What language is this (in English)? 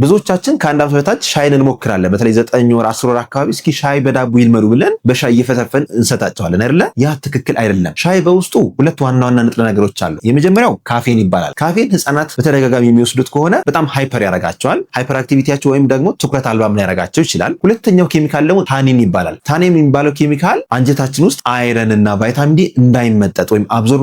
Amharic